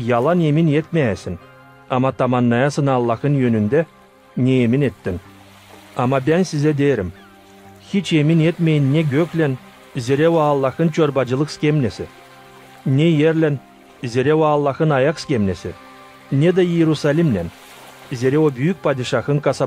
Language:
Gagauz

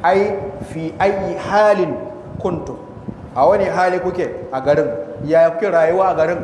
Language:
Hausa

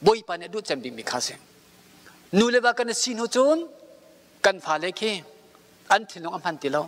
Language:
Hakha Chin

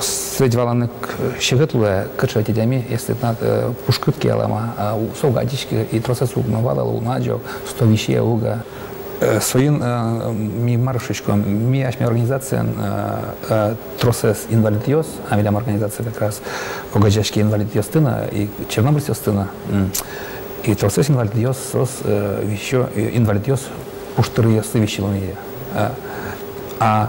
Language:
Udmurt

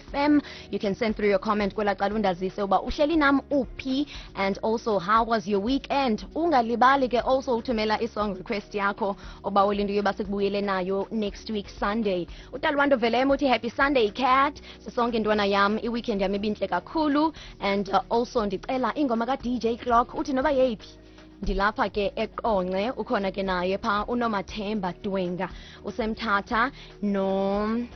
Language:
Xhosa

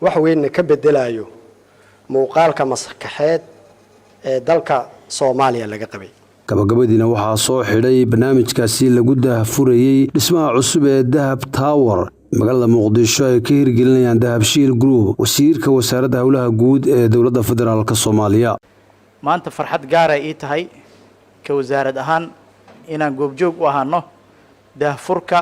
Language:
Somali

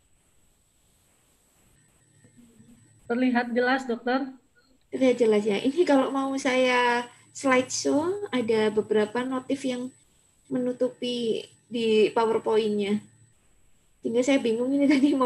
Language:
Indonesian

